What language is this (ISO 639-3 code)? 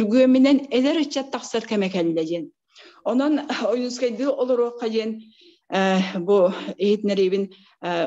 sah